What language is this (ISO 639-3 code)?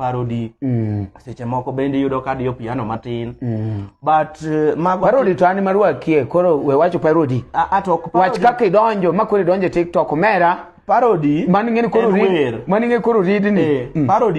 luo